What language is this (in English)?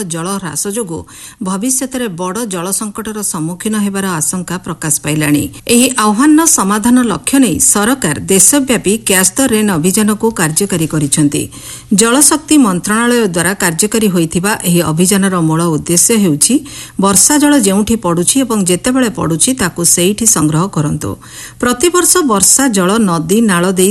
Odia